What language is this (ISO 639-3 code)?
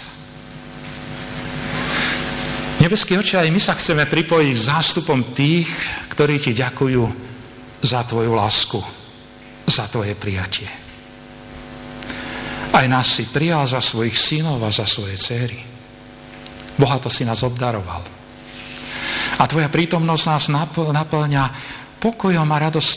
slk